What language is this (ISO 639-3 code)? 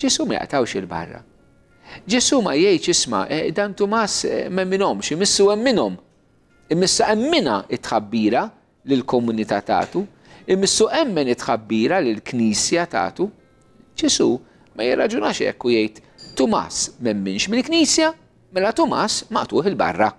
mlt